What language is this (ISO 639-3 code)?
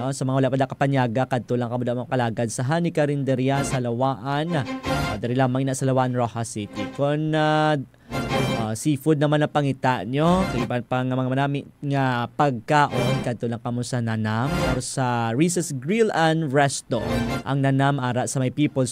hil